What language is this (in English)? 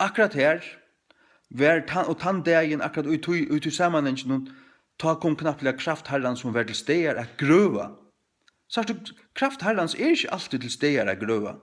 Faroese